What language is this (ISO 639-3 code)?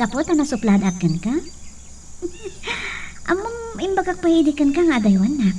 ilo